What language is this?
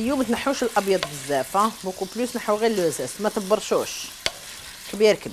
Algerian Arabic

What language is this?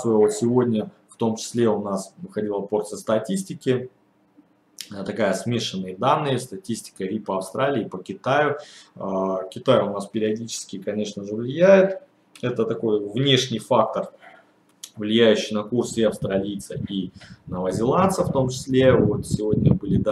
Russian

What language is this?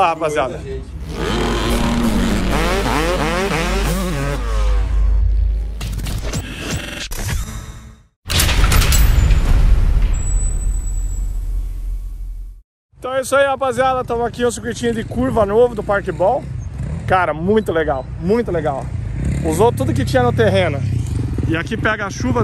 Portuguese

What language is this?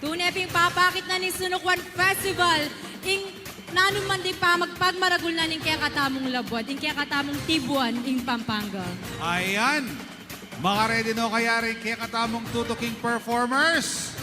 Pampanga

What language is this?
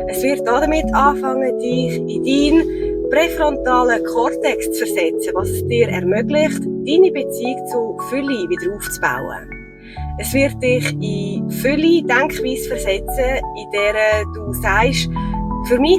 Swiss German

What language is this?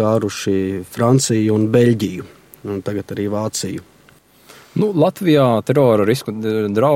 Latvian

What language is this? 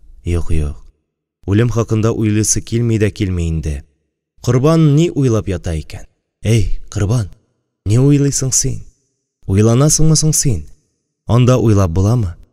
Tatar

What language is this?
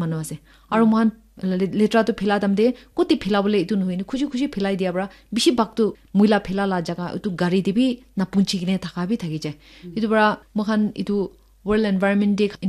Naga Pidgin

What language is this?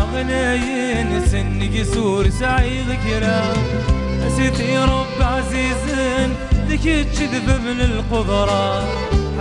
Kabyle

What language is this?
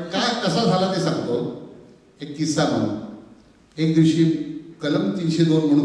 Marathi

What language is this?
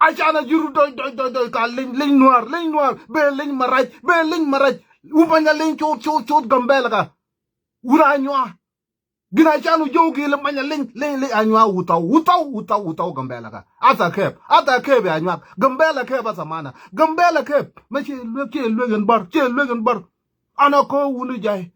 Nuer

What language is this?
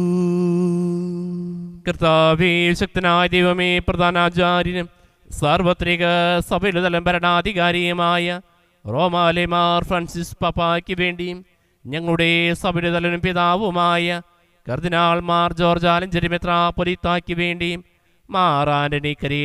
Malayalam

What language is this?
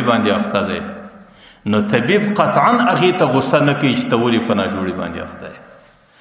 Pashto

